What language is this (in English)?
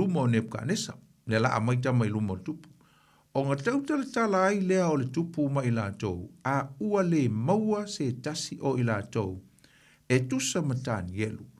Samoan